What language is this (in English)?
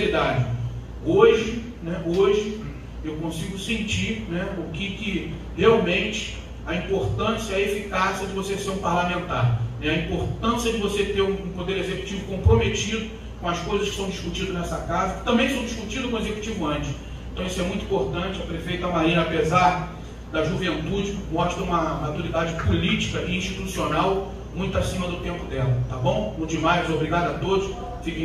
Portuguese